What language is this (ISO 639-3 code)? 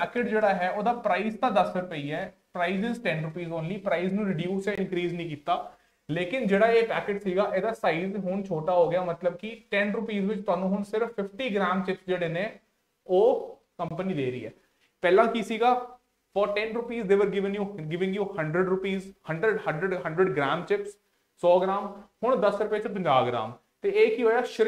pan